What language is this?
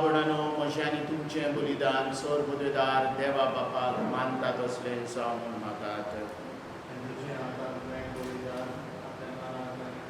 Konkani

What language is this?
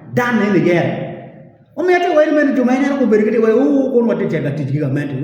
Acoli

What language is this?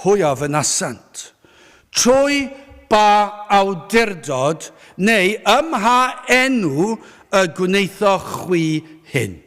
Welsh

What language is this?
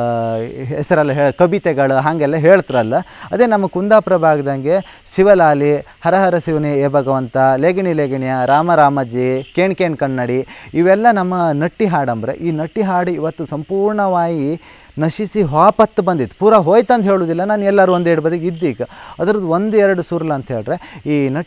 Kannada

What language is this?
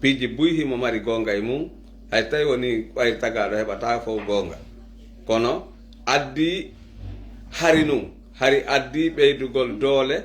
Pular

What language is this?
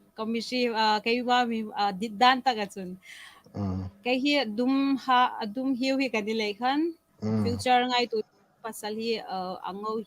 Hmar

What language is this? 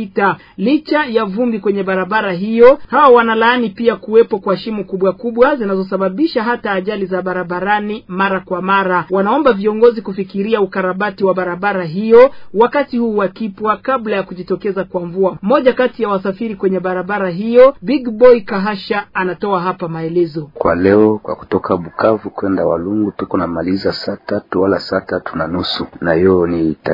Swahili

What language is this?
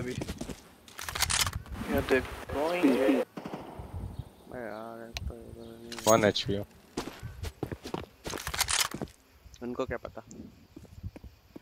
Hindi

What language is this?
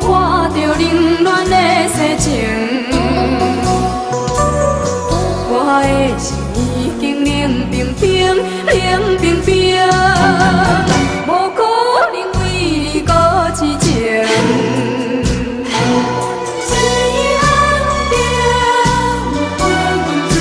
Min Nan Chinese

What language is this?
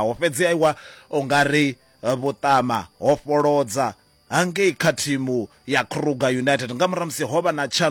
Venda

